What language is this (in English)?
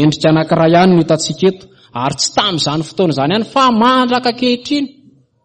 Malagasy